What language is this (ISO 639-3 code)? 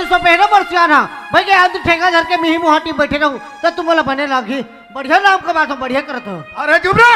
hne